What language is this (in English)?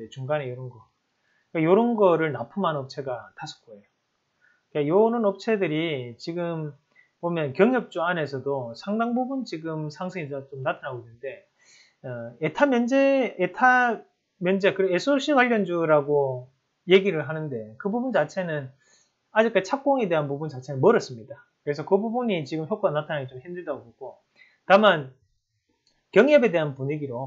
Korean